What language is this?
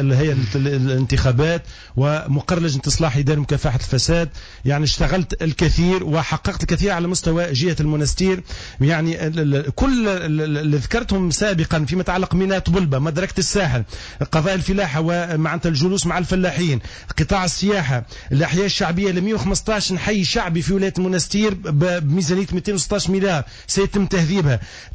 Tunisian Arabic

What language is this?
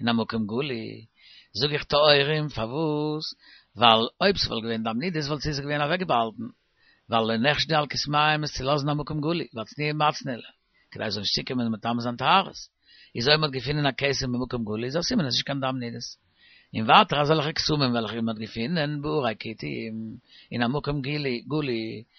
Yiddish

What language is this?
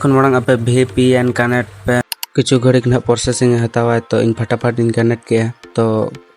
Santali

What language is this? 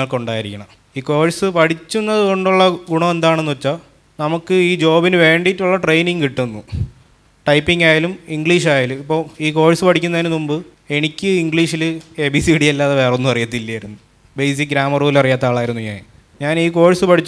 Malayalam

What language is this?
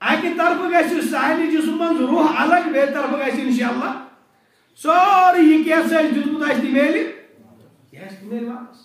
Kashmiri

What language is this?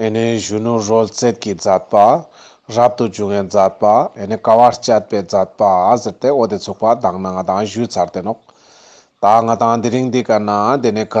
Ladakhi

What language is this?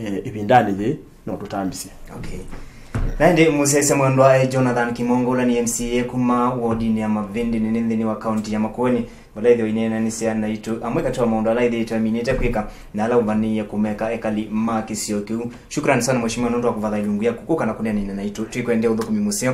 Kamba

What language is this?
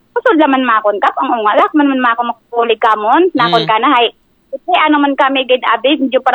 Aklanon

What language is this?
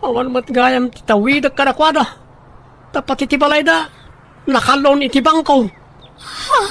Iloko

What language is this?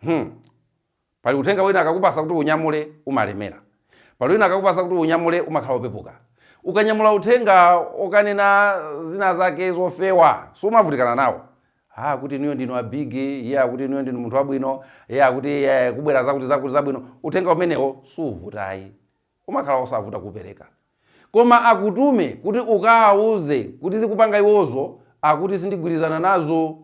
Nyanja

